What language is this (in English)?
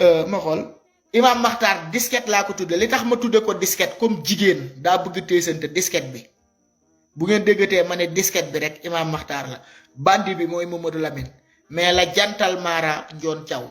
Wolof